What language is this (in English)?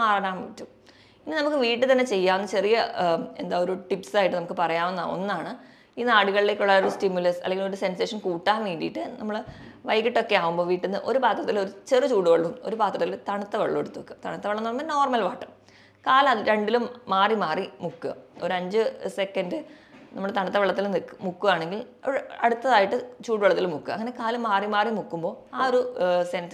Malayalam